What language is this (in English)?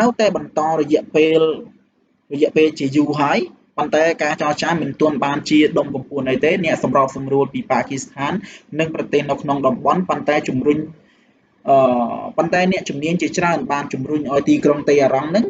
Khmer